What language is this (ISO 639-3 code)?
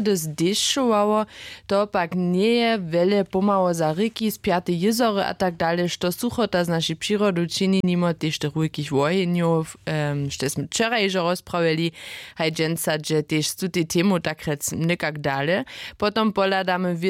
hsb